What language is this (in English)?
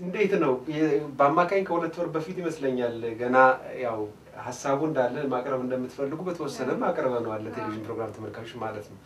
Amharic